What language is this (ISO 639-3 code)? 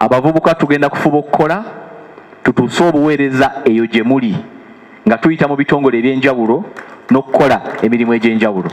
lug